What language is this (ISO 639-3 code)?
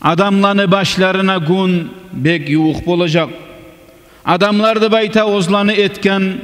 kum